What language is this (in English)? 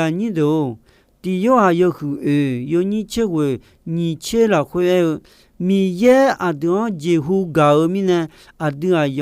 Akha